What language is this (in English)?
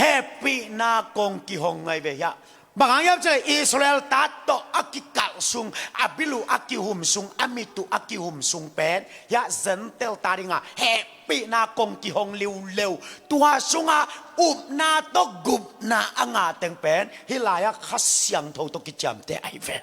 Tedim Chin